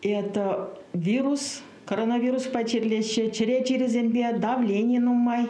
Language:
Chuvash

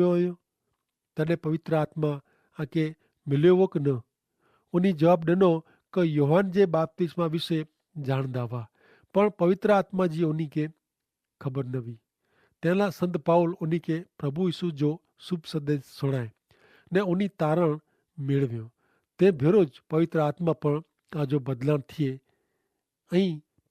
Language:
Kachhi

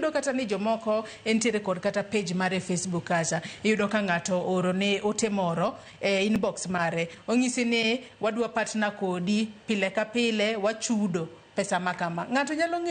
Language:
Luo (Kenya and Tanzania)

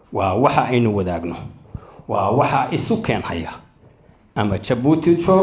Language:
Somali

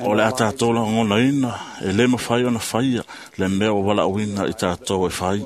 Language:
Samoan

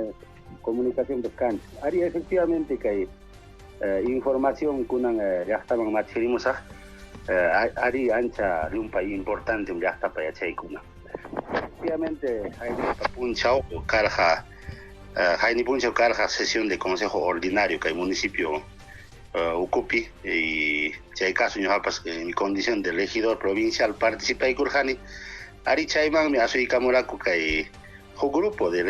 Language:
Ayacucho Quechua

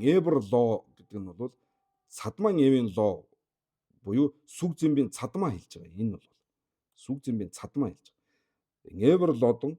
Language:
Mongolian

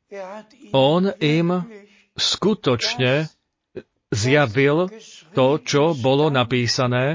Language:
Slovak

